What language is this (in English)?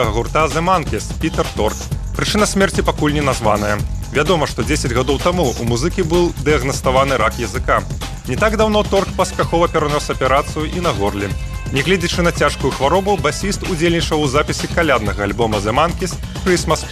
Belarusian